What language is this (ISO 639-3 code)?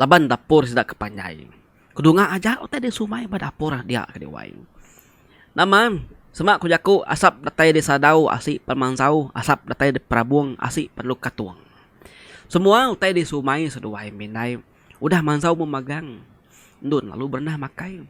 iba